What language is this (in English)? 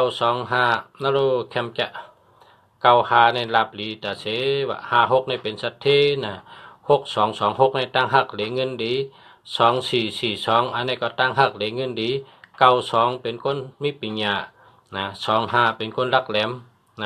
Shan